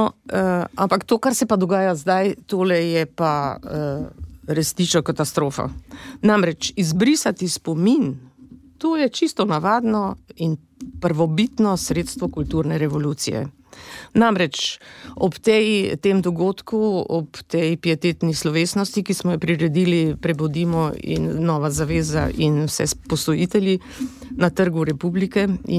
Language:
Slovenian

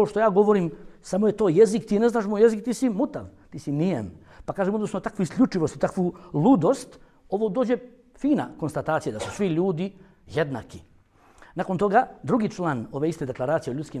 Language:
Bosnian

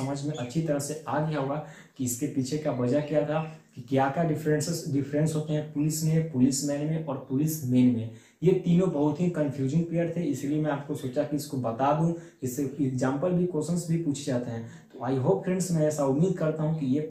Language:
Hindi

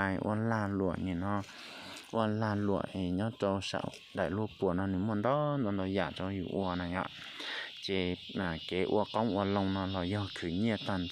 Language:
Hmong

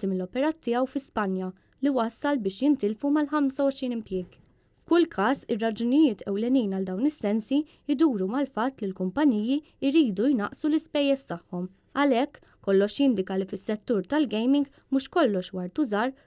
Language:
Maltese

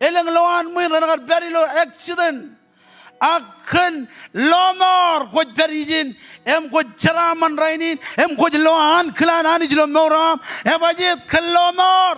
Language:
Marshallese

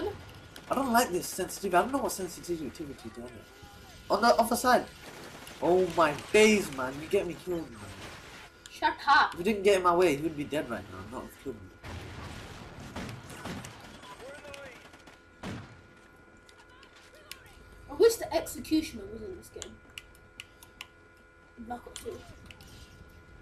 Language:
English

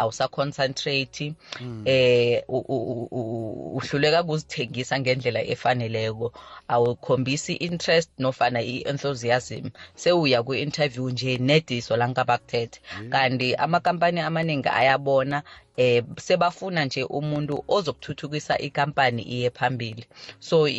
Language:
South Ndebele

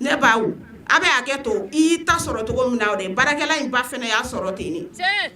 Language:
Bambara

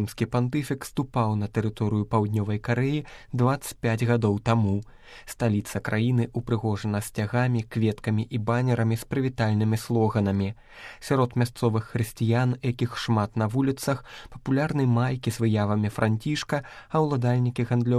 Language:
Belarusian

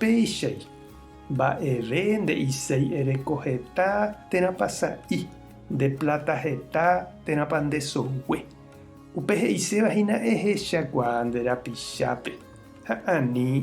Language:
Guarani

